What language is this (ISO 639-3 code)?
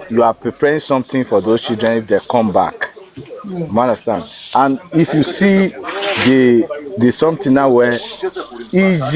pcm